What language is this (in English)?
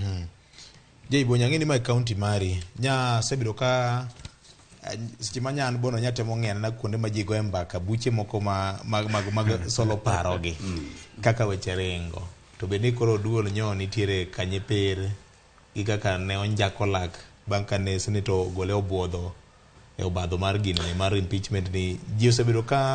Luo (Kenya and Tanzania)